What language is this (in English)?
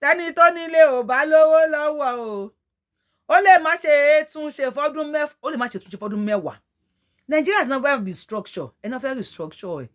Yoruba